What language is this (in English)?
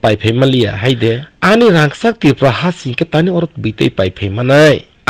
Riang (India)